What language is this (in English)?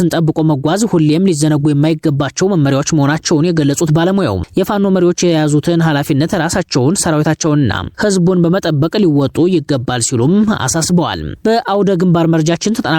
Amharic